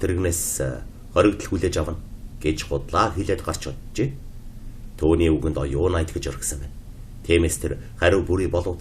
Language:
Mongolian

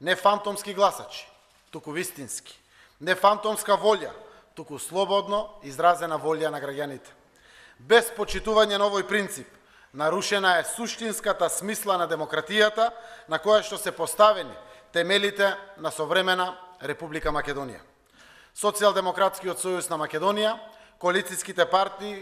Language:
Macedonian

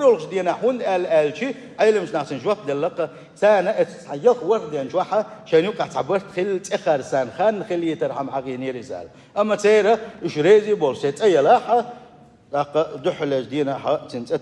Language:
Chechen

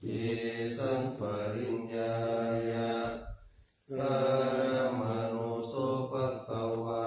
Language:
Pali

